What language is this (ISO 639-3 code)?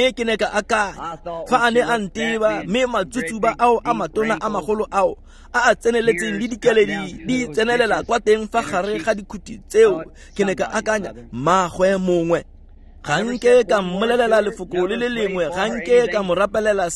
tsn